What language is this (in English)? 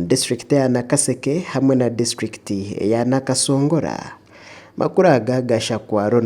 Nyankole